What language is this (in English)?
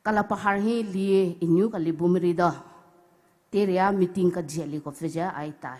Poumei Naga